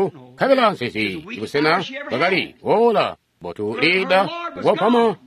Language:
Tonga (Zambia)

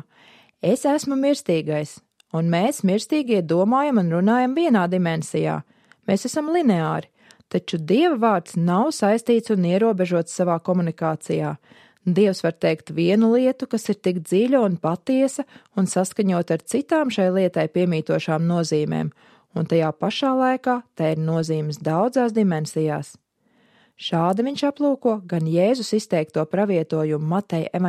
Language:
Latvian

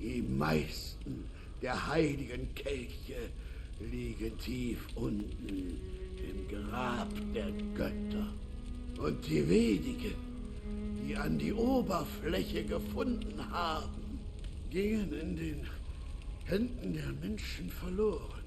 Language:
Bavarian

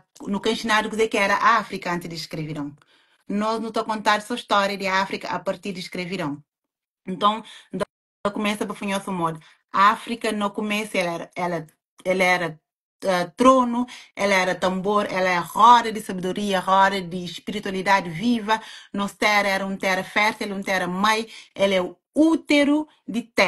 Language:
Kabuverdianu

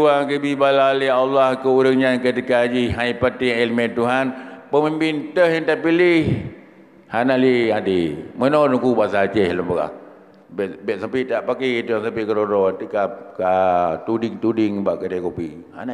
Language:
Achinese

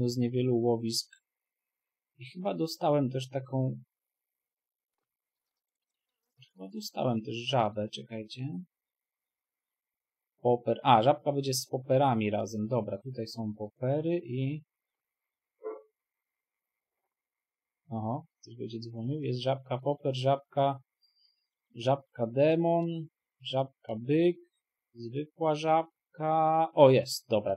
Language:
Polish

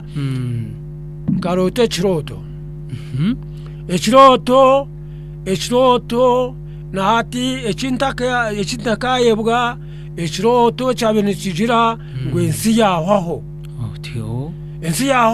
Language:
Nyankole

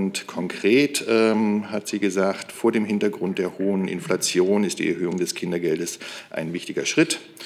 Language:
German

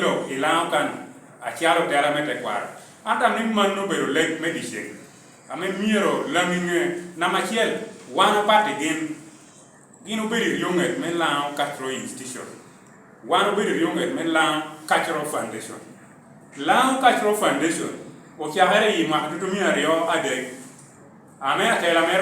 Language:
Lango (Uganda)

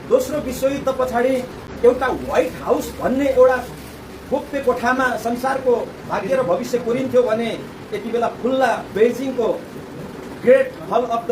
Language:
Nepali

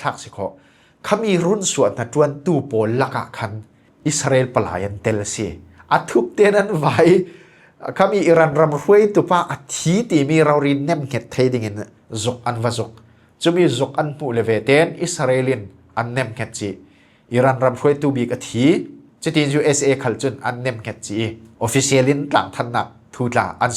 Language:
Falam Chin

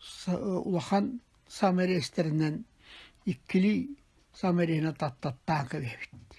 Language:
Yakut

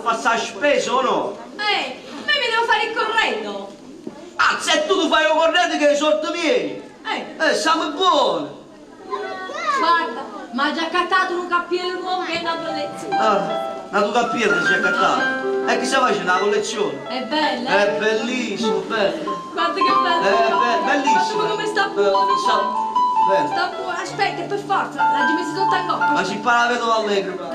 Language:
Neapolitan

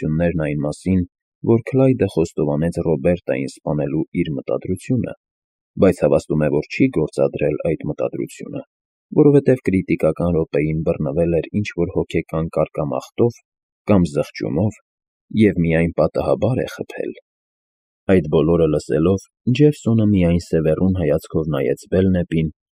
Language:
Armenian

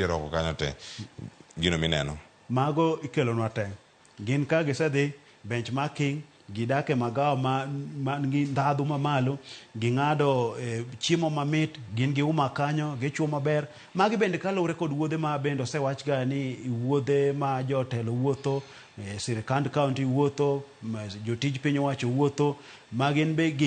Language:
Luo (Kenya and Tanzania)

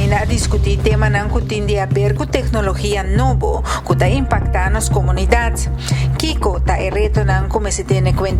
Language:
Papiamento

